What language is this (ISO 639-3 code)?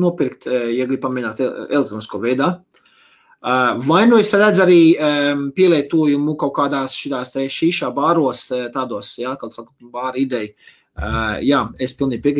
lav